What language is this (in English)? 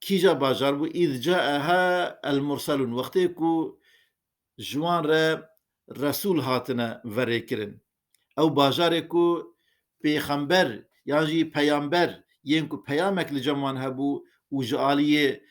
Kurdish